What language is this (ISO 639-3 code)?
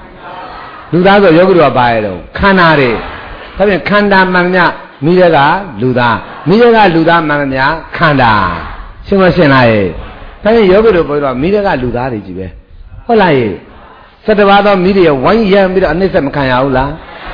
mya